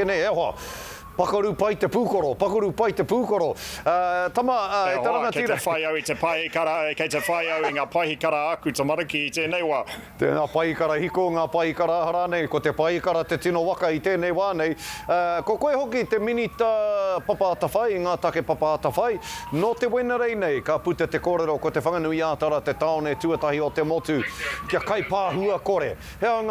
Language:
Māori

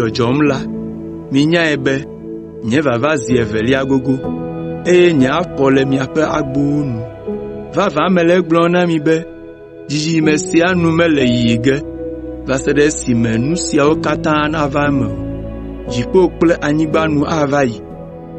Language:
Ewe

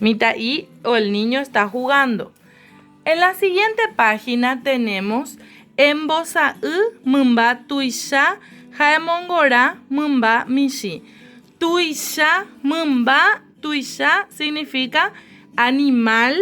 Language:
Guarani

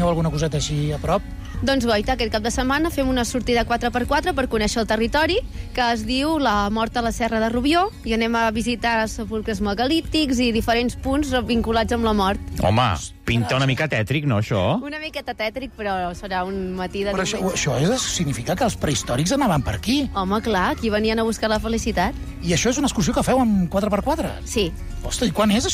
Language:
Catalan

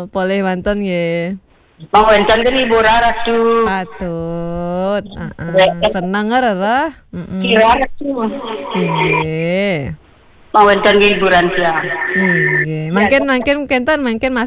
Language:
Balinese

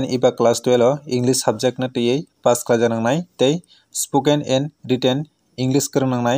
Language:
Kok Borok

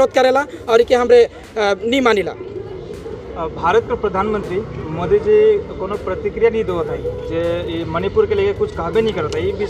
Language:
Sadri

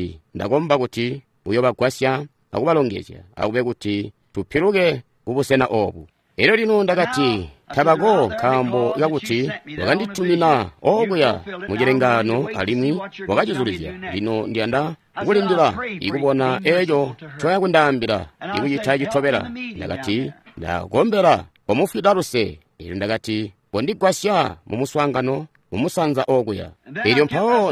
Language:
Tonga (Zambia)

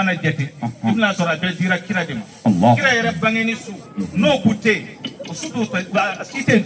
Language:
Bambara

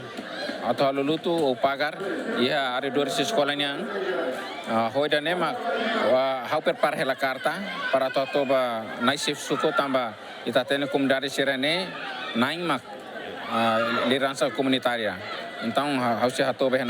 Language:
Tetum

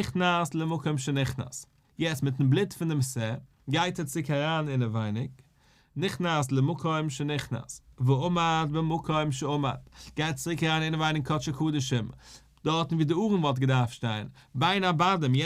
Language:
Yiddish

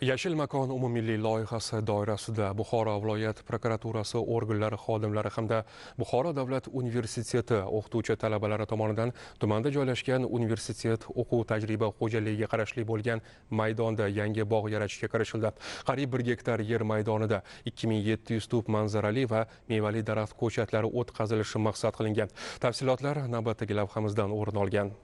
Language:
Uzbek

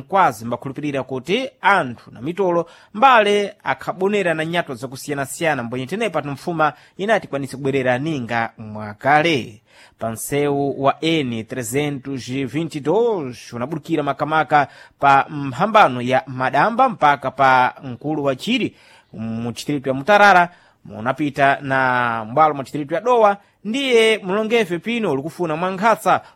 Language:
Sena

